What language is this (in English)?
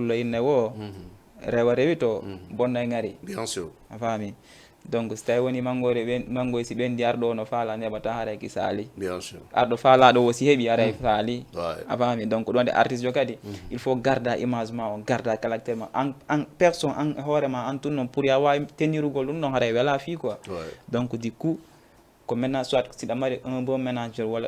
Fula